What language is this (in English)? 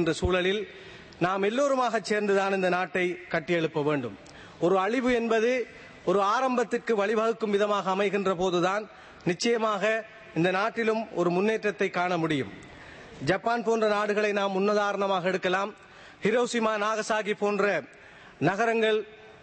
Tamil